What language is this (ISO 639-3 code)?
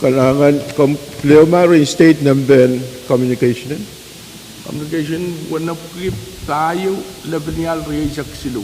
pon